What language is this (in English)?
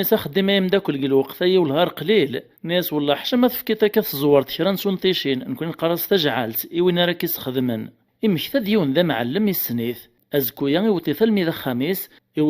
Kabyle